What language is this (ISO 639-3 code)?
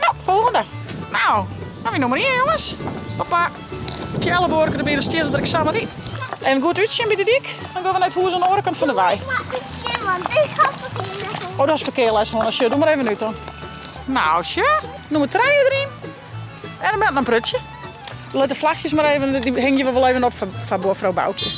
fry